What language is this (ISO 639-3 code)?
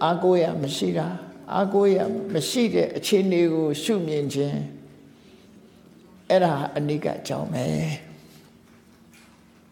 mya